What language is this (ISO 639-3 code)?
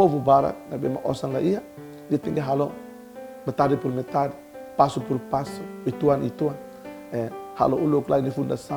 tet